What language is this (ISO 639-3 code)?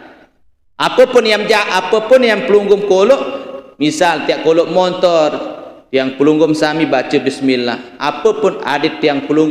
sas